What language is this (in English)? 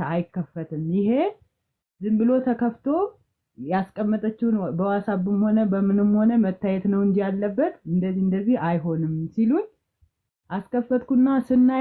Amharic